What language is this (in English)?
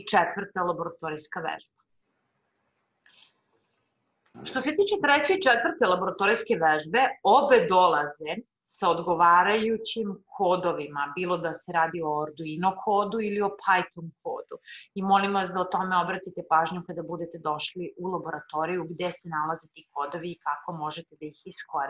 Serbian